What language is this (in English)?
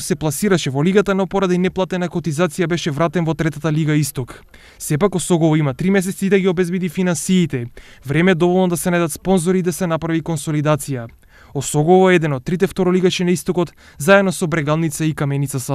Macedonian